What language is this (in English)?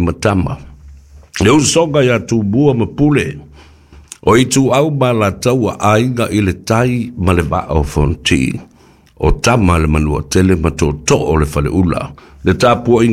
Samoan